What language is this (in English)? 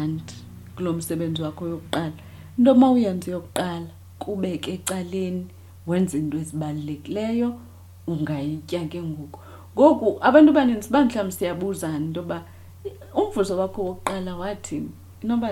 Xhosa